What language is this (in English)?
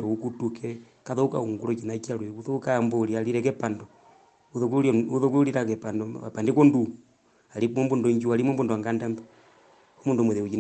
Herero